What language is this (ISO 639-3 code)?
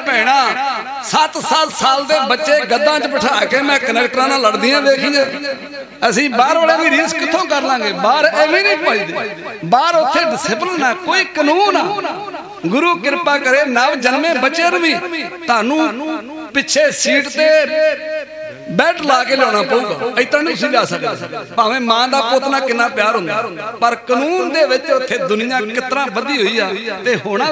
pan